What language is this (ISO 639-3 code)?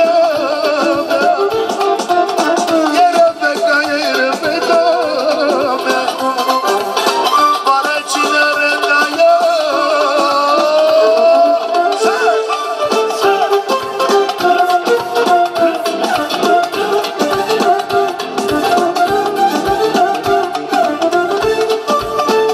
ron